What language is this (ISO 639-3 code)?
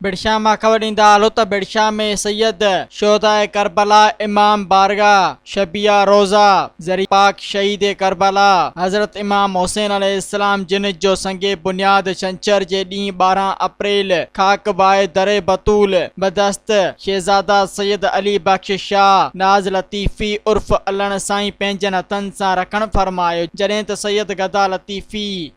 snd